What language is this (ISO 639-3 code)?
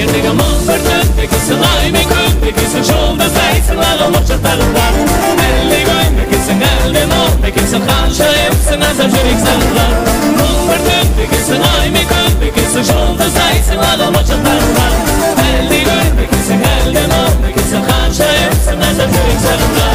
kaa